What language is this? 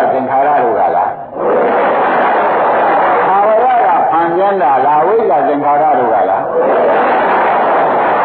Burmese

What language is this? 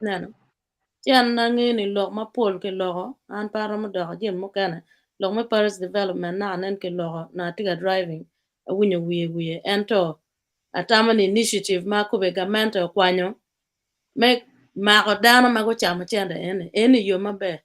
Acoli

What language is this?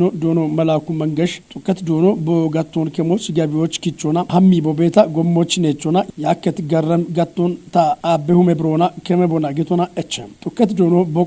Kafa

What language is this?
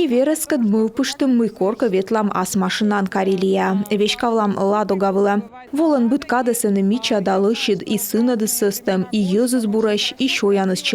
Komi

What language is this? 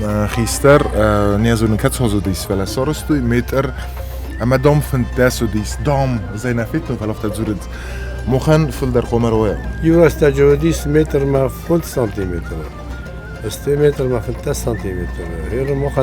Ossetic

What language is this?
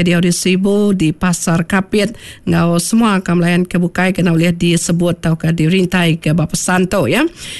Iban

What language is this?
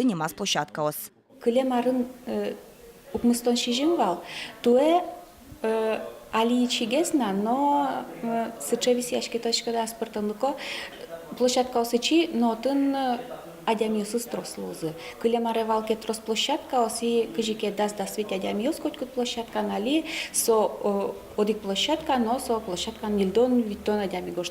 Udmurt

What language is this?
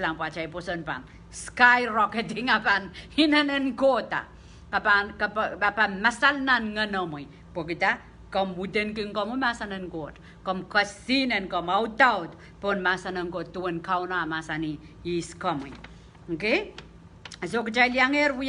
Pohnpeian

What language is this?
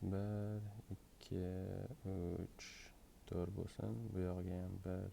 Uzbek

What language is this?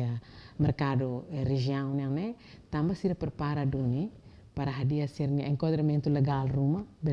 Tetum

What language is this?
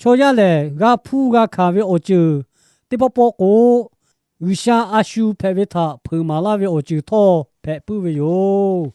Lahu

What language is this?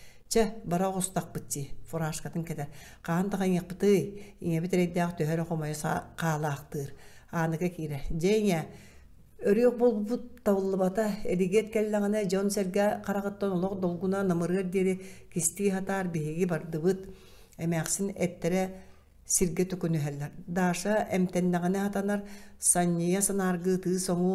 Yakut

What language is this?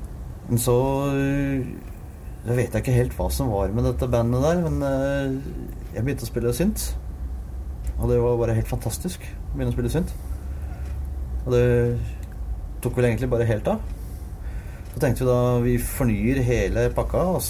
Norwegian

